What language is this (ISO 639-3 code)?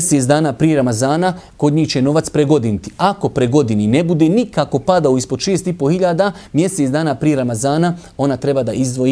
bos